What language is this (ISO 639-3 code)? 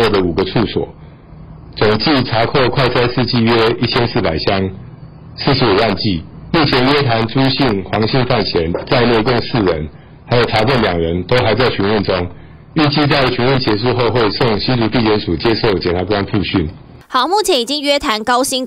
zho